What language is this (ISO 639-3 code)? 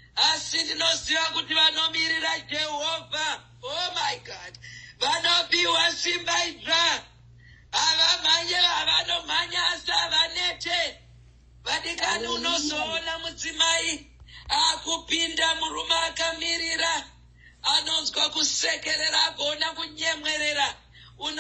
sna